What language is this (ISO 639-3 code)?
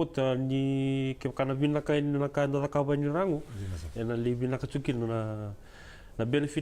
fij